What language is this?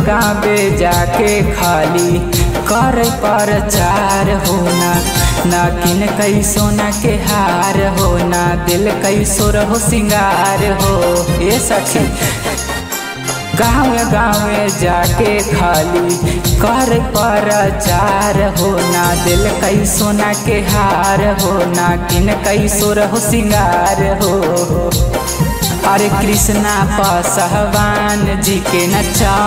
Bhojpuri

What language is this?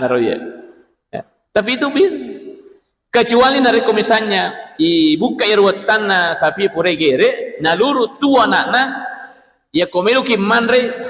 Buginese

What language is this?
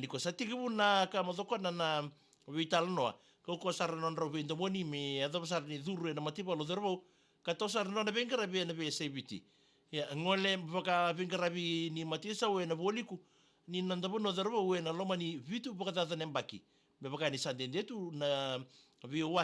Fijian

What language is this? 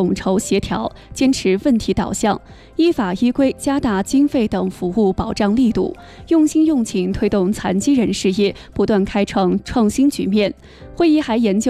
Chinese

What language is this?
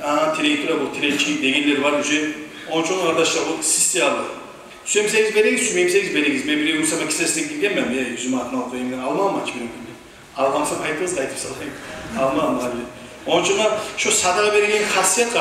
Kumyk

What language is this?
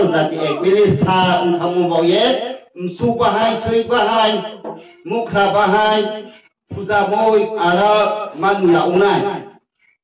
Riang (India)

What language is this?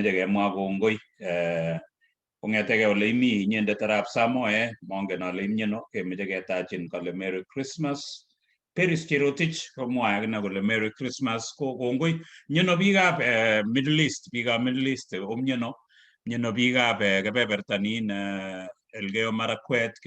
Kalenjin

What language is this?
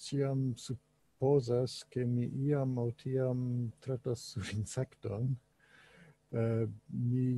Esperanto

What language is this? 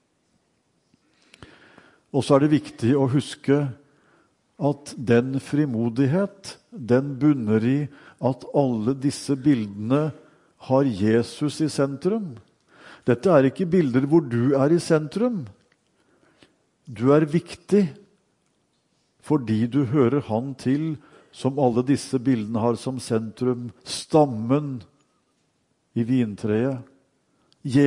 Norwegian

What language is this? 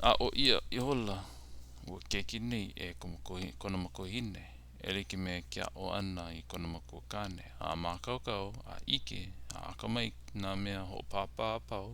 Hawaiian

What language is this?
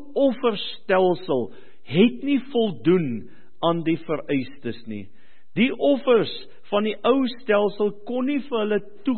Afrikaans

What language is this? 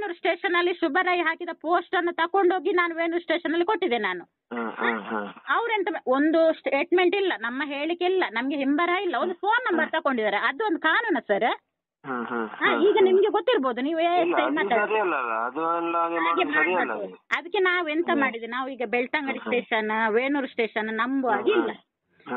Kannada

